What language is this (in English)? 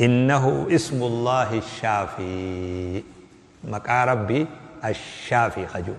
Oromo